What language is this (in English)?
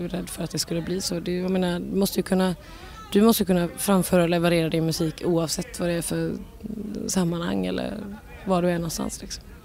Swedish